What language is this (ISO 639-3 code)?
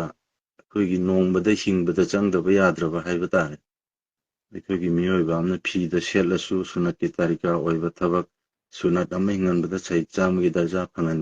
mni